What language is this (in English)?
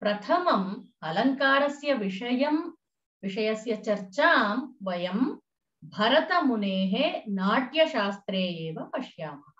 Sanskrit